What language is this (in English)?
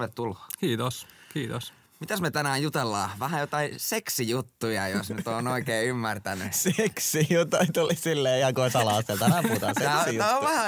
Finnish